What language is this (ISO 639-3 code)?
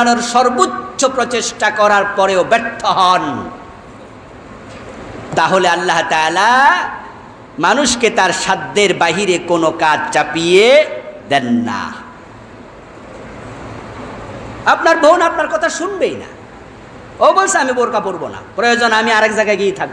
ben